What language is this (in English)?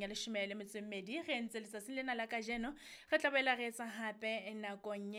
Southern Sotho